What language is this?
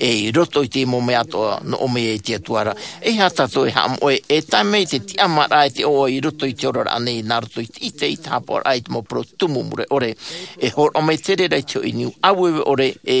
Tahitian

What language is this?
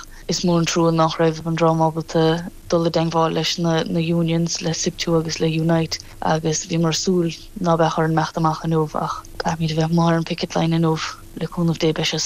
Irish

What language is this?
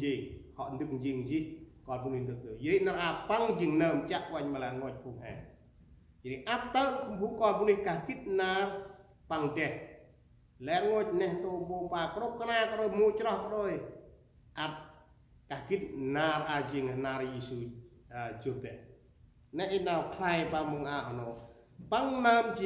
Central Mnong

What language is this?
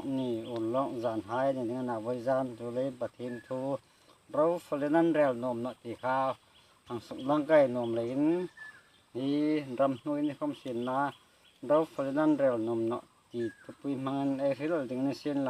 Hmar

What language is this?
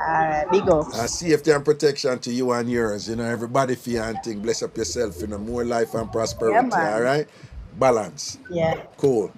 Jamaican Creole English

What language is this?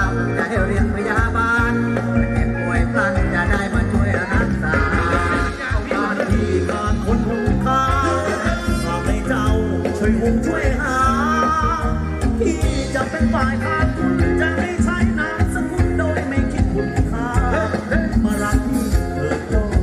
Thai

